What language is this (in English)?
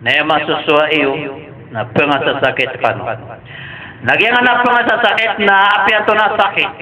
Maranao